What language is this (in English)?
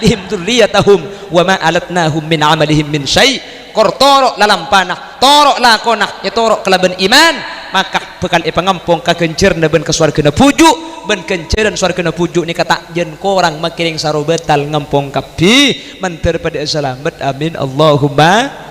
Madurese